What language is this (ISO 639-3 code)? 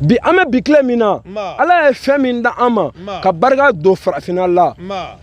bam